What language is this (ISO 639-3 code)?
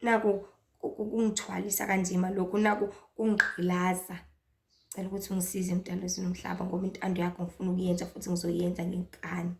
zul